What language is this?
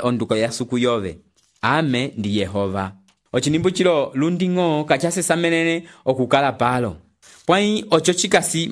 Umbundu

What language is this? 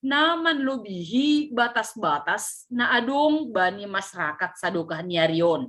Batak Simalungun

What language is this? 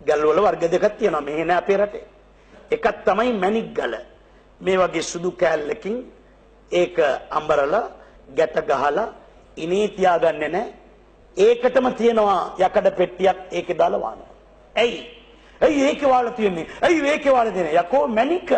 Sinhala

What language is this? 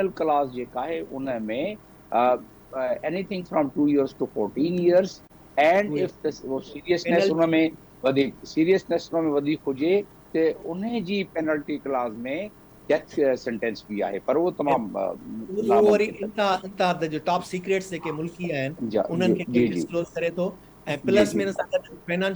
Sindhi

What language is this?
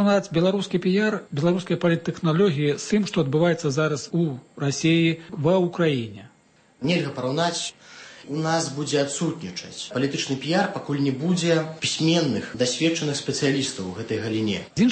Belarusian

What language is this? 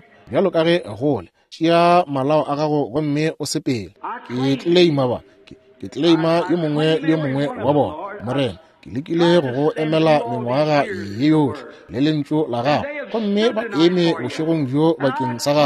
Northern Sotho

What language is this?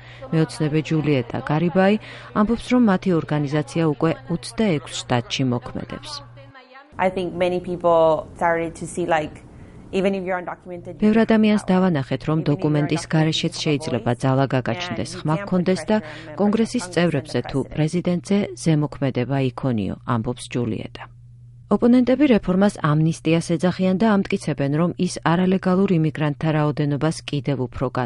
Georgian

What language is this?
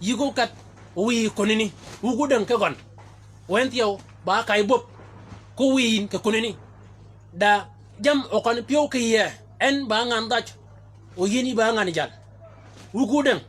Shilluk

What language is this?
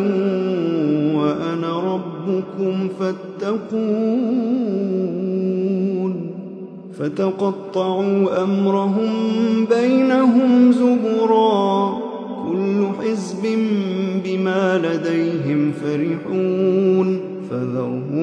Arabic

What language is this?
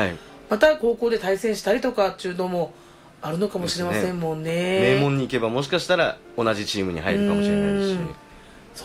Japanese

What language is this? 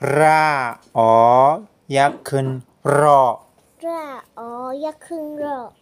Shan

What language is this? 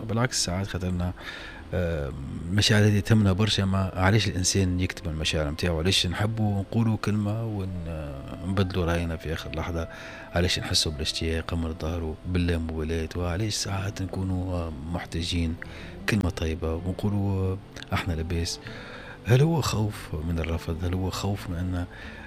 Tunisian Arabic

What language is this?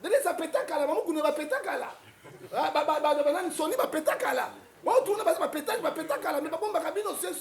Lingala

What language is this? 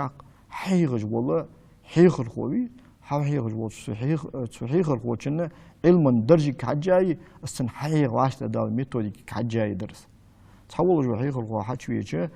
Ingush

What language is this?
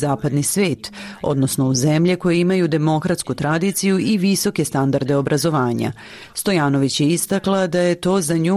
Serbian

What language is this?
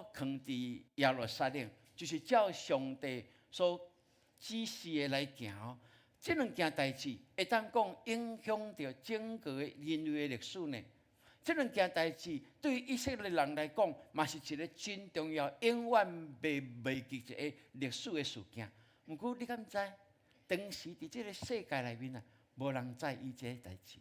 Min Nan Chinese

